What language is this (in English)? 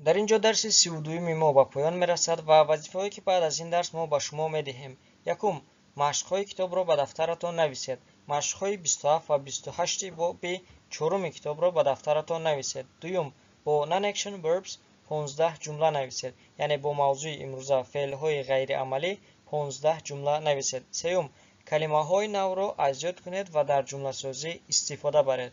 Tajik